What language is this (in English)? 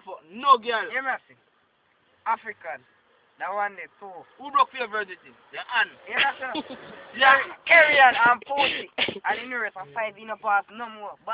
Jamaican Creole English